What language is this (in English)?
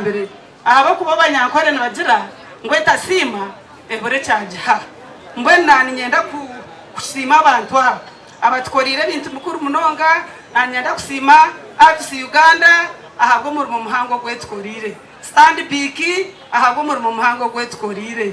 Nyankole